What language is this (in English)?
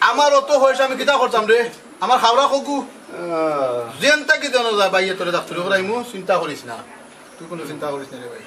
Sylheti